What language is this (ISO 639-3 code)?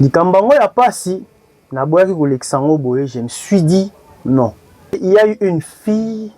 lin